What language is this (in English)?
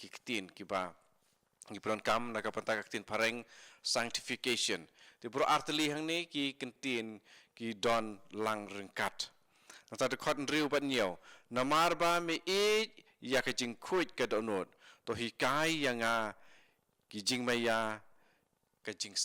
Khasi